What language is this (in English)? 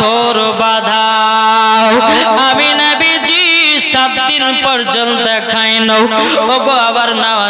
Bangla